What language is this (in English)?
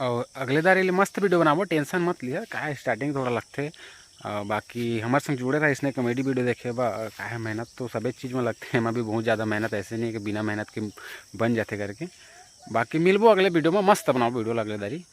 Chhattisgarhi